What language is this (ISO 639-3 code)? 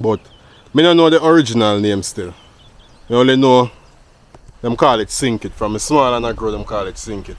jam